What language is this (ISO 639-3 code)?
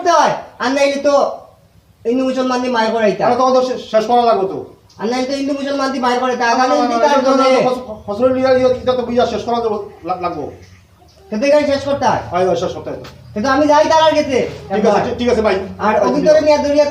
syl